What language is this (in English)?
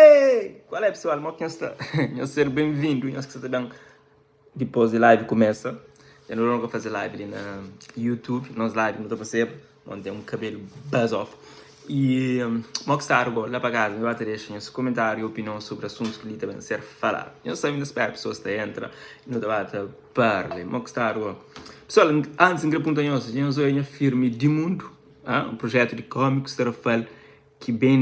Kabuverdianu